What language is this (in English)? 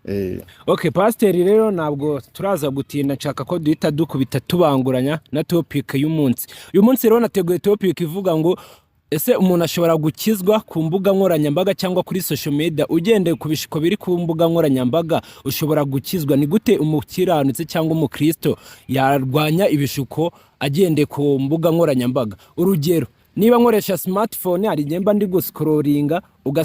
Kinyarwanda